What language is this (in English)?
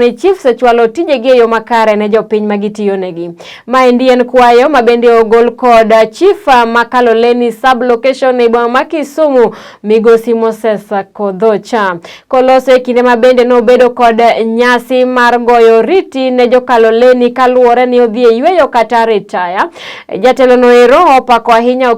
Luo (Kenya and Tanzania)